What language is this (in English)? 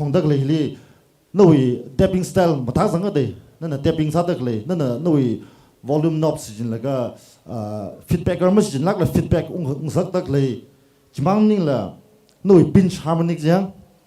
Tangkhul Naga (India)